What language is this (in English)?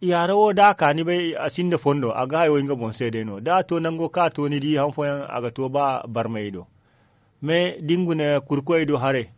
Zarma